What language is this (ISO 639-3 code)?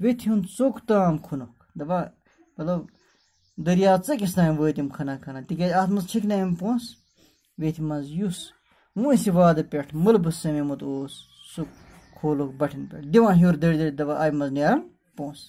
kas